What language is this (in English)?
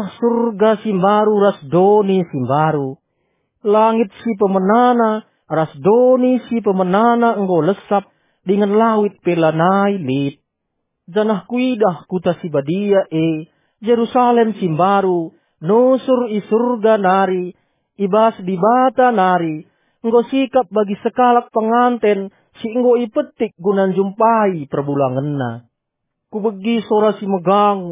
Batak Karo